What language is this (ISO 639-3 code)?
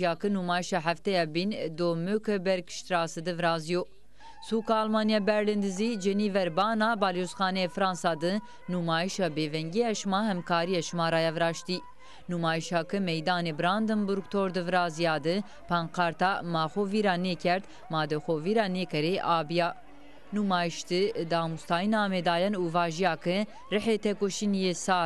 zza